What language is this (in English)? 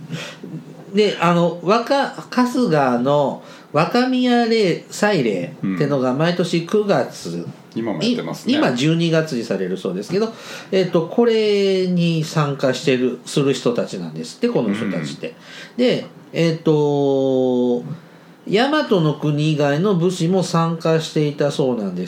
Japanese